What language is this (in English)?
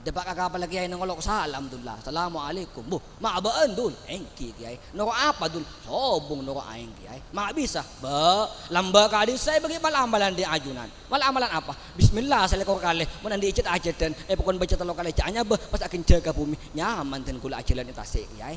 Madurese